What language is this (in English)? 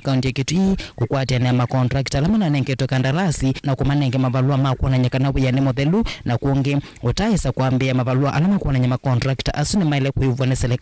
Kamba